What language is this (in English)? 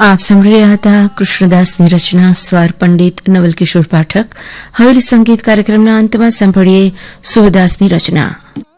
Gujarati